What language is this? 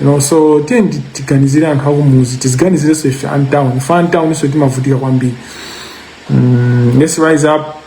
Nyanja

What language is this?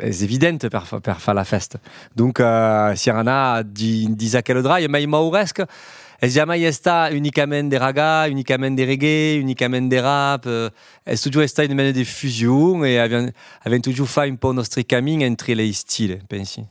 Occitan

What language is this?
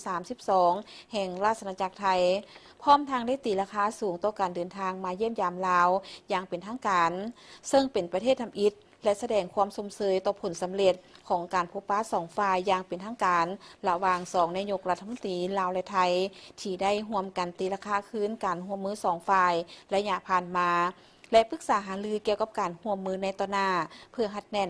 Lao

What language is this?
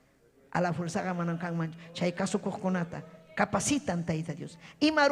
Ayacucho Quechua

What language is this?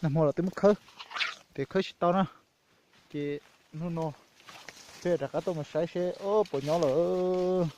Hmong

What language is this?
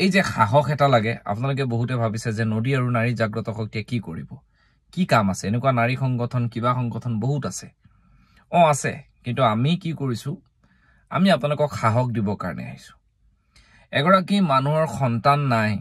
Assamese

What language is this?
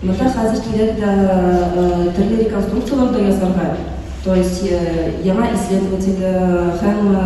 Tatar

